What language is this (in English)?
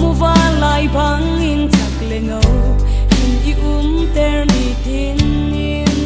Falam Chin